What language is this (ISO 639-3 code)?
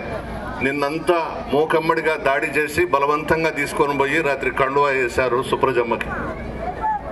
tel